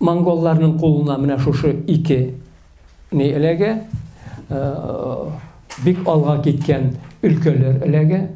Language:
Tatar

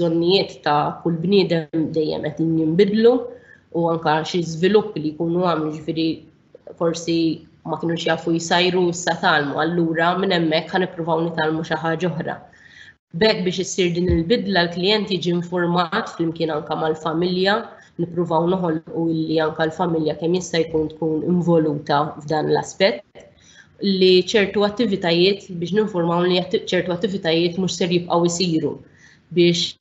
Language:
Maltese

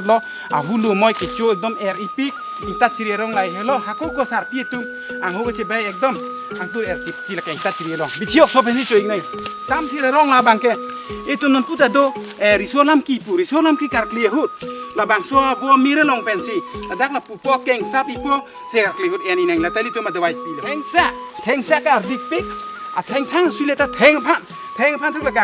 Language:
Karbi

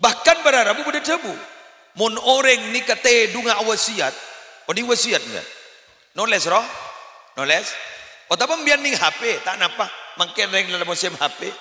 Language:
Madurese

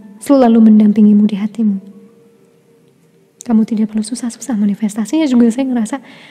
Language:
Indonesian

